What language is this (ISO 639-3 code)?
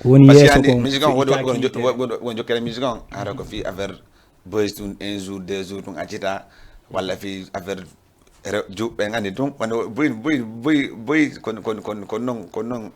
ful